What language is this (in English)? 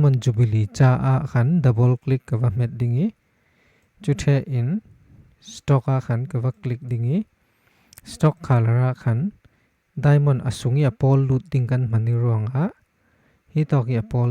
Falam Chin